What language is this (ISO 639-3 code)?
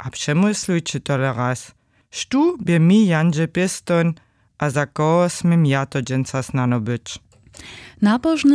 hsb